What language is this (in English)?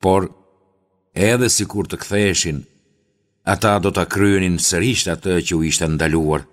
Albanian